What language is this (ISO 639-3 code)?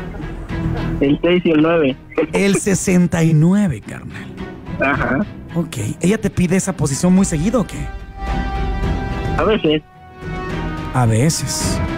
spa